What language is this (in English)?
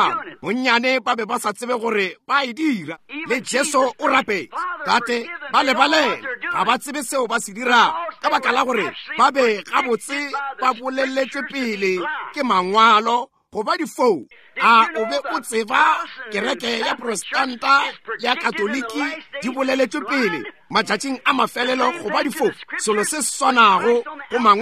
Northern Sotho